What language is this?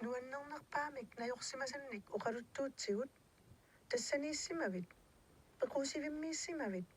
Kalaallisut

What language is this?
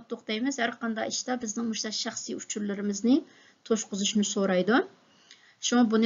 Uyghur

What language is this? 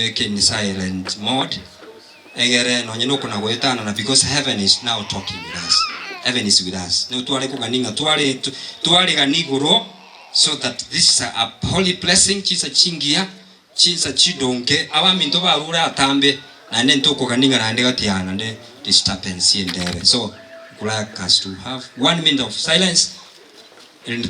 Gusii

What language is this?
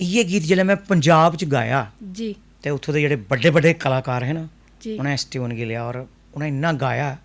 Dogri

